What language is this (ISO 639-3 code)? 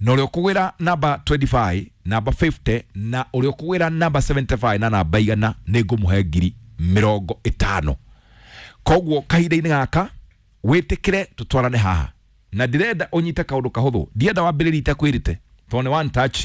kik